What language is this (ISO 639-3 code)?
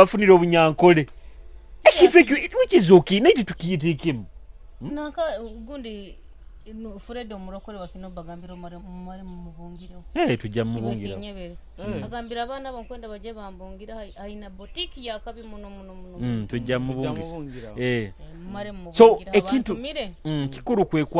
nyo